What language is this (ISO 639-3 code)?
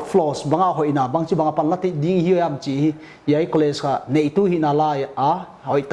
pck